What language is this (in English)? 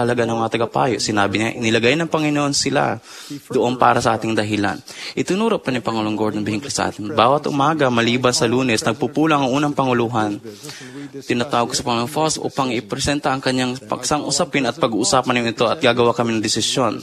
Filipino